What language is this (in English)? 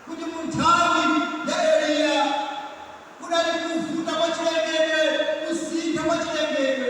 Nyanja